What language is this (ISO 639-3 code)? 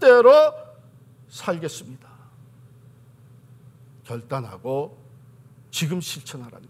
kor